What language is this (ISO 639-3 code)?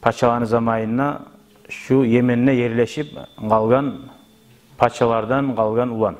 kum